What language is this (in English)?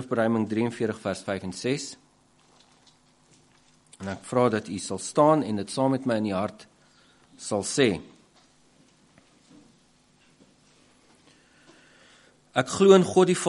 Afrikaans